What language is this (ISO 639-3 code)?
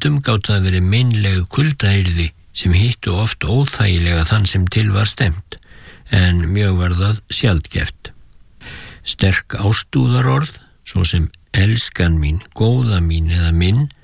isl